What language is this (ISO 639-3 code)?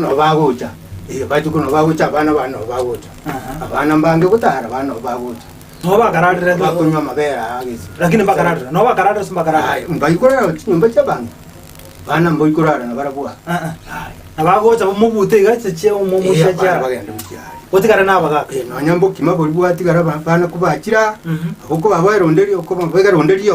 guz